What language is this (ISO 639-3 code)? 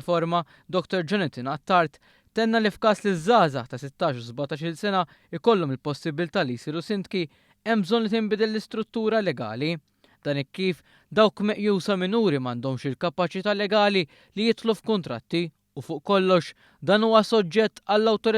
mlt